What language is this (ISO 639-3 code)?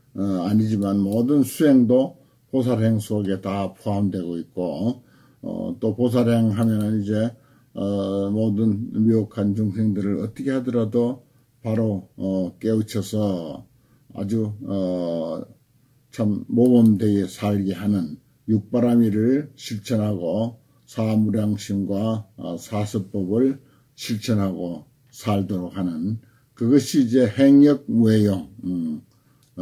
kor